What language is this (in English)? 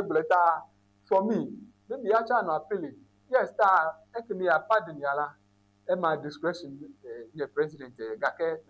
Ewe